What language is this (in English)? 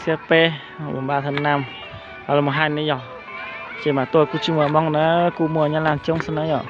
Hmong